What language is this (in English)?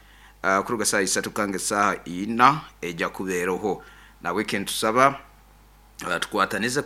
Nyoro